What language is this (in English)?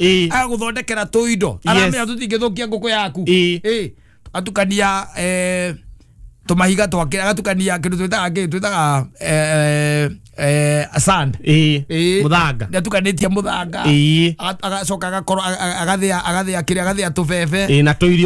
Kikuyu